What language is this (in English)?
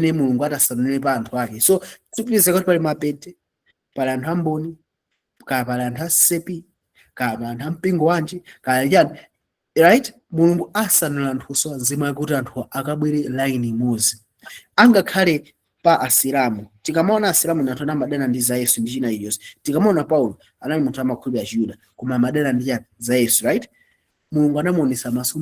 Nyanja